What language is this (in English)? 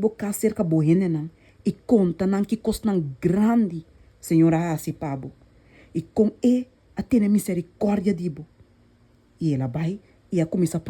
Papiamento